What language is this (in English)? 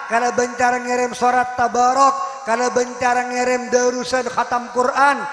Madurese